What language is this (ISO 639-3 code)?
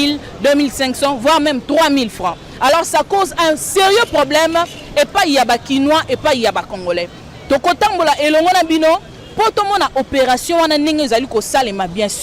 lin